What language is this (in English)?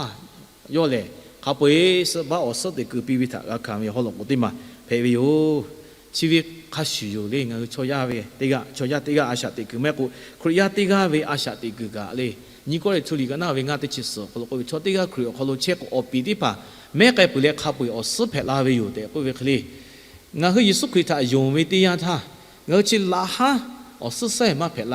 Lahu